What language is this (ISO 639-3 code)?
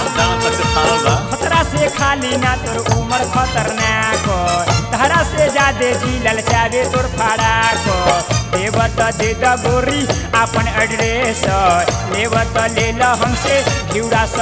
bho